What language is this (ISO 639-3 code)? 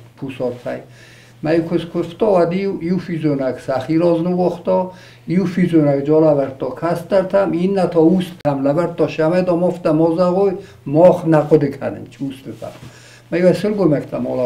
oss